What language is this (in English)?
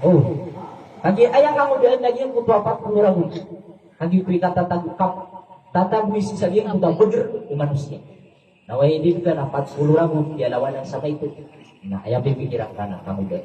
Maranao